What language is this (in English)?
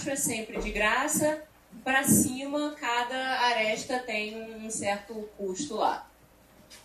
Portuguese